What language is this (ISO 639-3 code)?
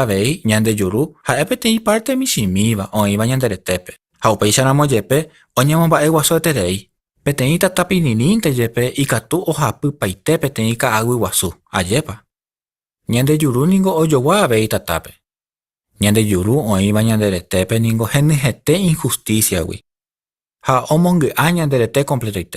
grn